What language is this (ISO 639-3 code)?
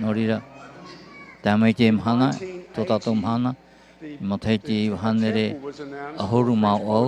tah